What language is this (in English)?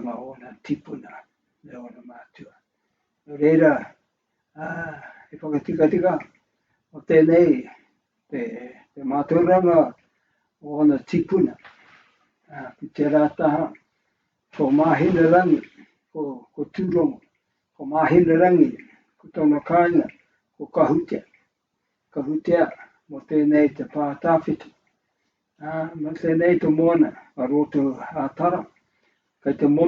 Māori